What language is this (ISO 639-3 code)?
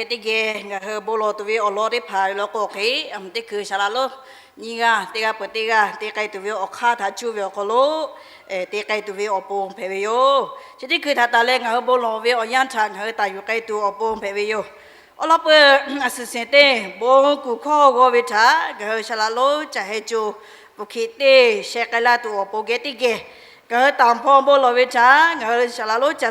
lhu